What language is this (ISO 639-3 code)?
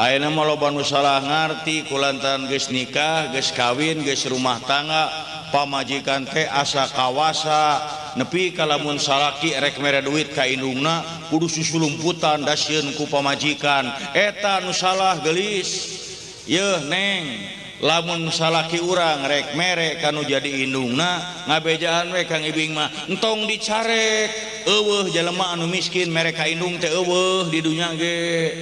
sun